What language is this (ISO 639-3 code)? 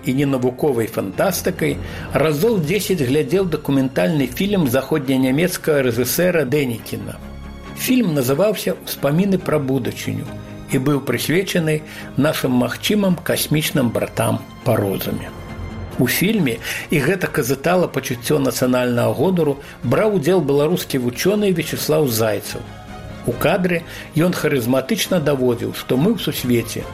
bel